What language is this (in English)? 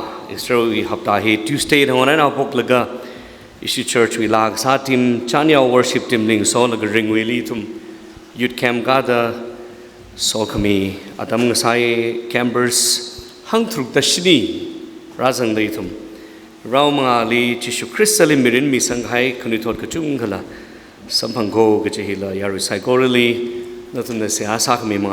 Tangkhul Naga (India)